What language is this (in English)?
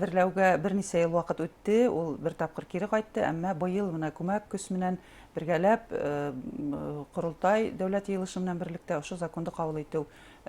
Bashkir